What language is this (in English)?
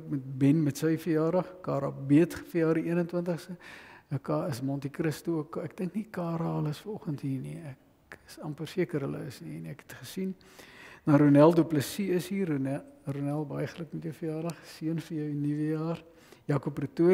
Afrikaans